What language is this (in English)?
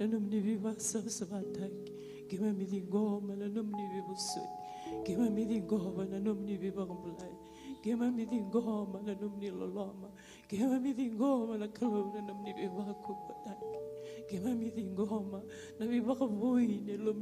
Fijian